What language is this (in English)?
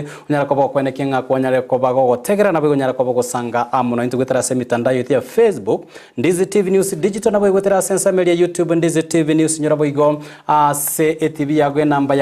Gusii